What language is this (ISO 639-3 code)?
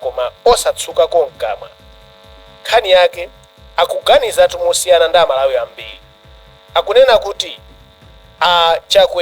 nya